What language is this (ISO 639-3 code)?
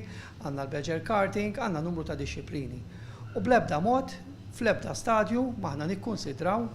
mlt